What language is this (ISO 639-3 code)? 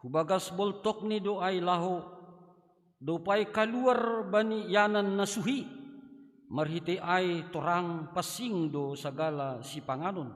bts